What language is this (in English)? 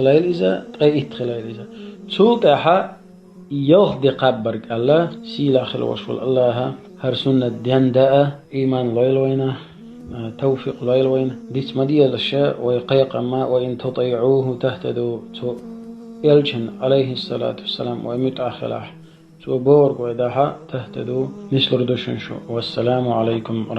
Chechen